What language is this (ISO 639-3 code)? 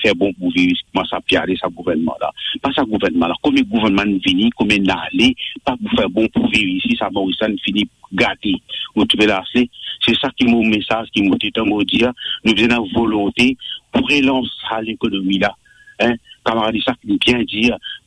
mfe